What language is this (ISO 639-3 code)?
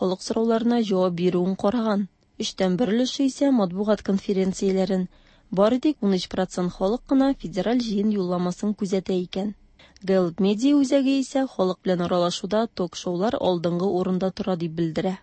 tat